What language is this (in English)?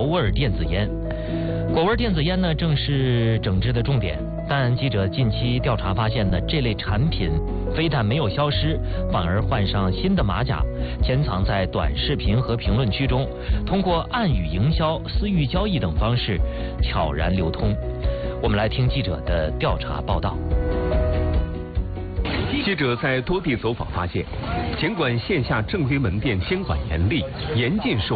Chinese